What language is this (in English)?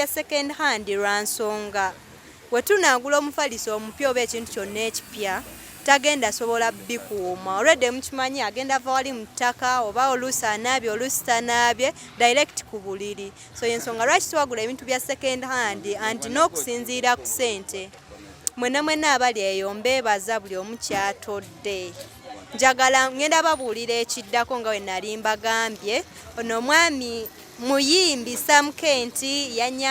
Ganda